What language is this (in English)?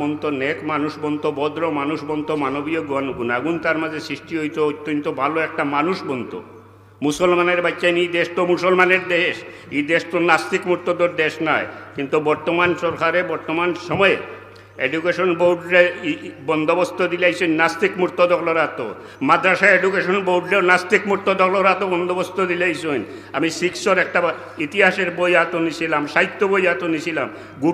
Sylheti